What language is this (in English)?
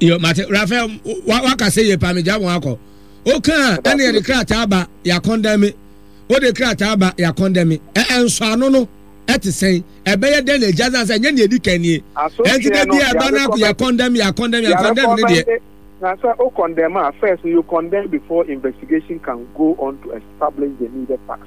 Akan